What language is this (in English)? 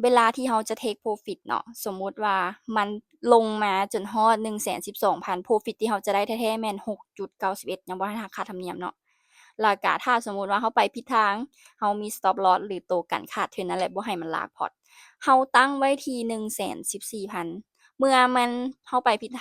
Lao